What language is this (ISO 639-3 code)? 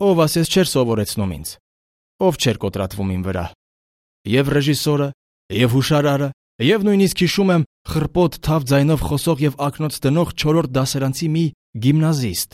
hye